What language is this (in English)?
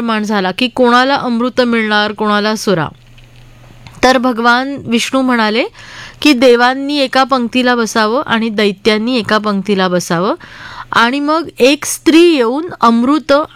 Marathi